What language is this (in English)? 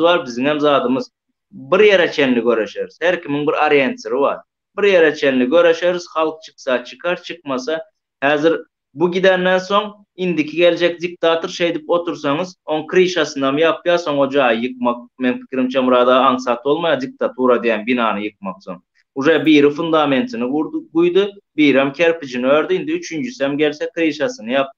Turkmen